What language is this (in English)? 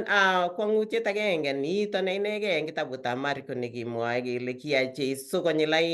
Kalenjin